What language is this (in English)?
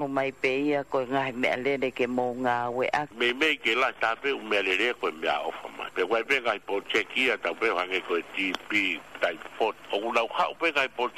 Tongan